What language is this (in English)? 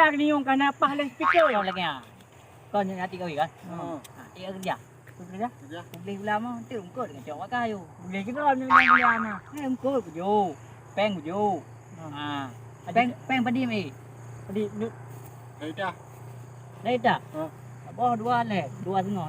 Achinese